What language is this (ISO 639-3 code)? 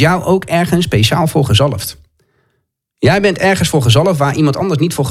nld